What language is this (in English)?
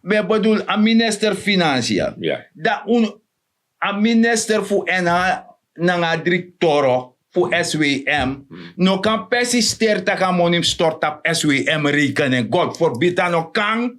Sranan Tongo